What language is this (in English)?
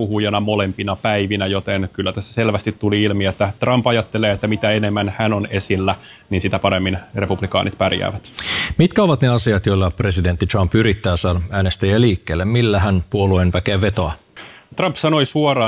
Finnish